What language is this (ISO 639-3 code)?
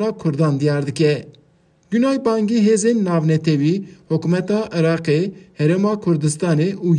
kur